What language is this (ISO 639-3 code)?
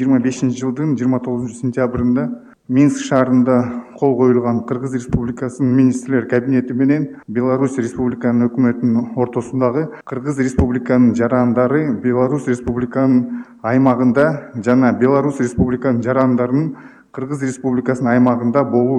kir